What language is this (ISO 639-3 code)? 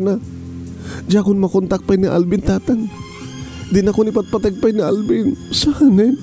ilo